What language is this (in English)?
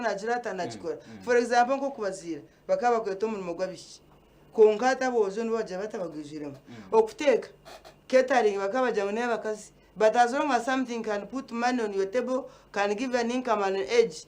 Nyankole